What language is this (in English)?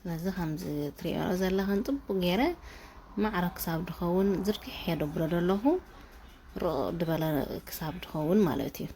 Tigrinya